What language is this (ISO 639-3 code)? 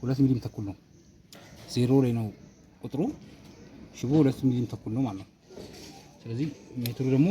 amh